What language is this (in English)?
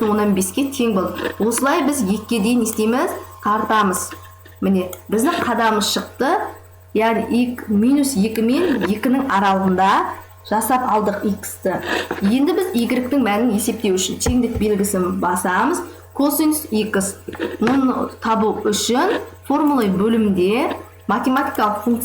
Kazakh